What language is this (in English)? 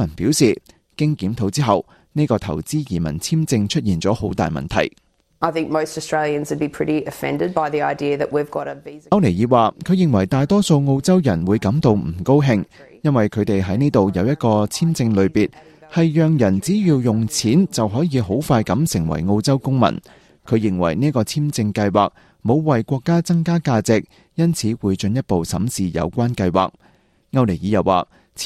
Cantonese